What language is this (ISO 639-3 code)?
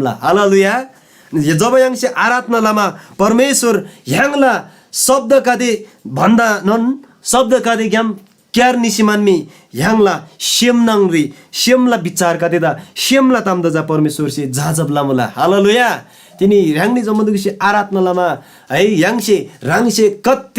taj